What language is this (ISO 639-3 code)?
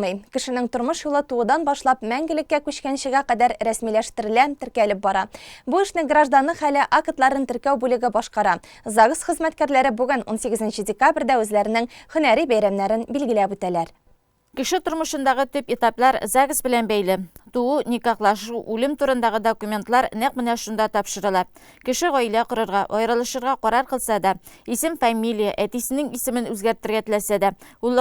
tat